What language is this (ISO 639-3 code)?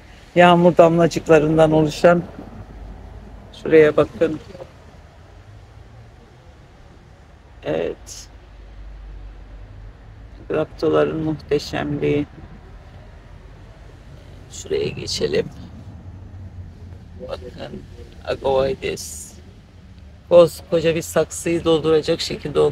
tur